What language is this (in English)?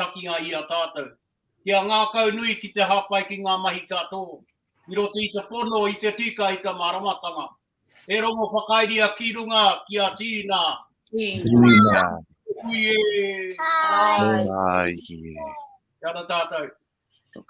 Māori